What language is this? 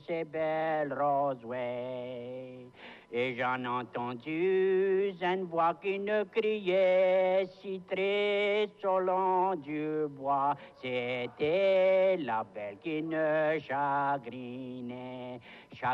Cajun French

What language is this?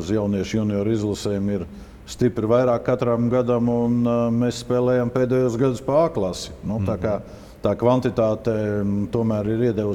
Latvian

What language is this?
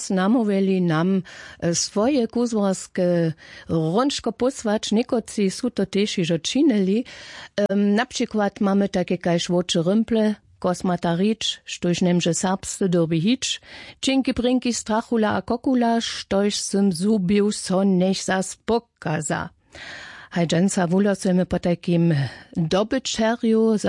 Upper Sorbian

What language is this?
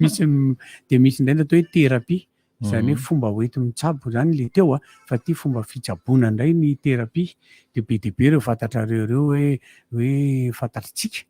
Malagasy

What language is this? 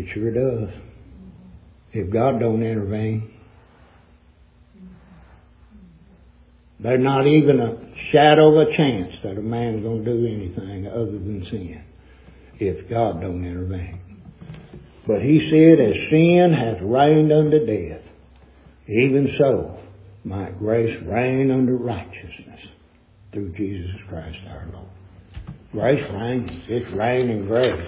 English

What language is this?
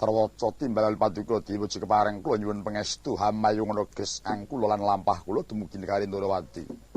Javanese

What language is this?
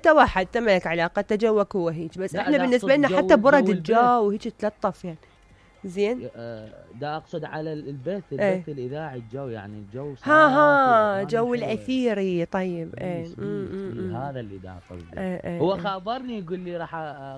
Mesopotamian Arabic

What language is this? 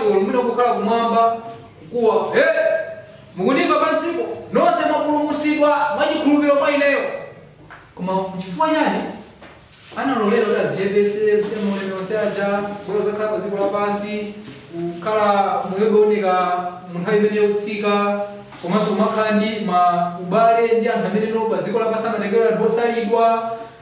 Nyanja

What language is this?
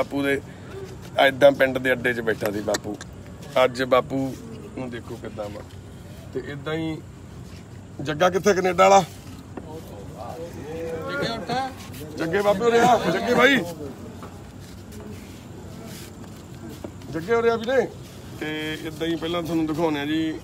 Punjabi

